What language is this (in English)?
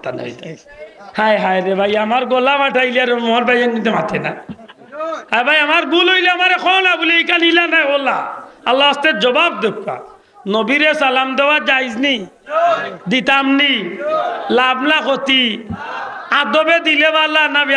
Sylheti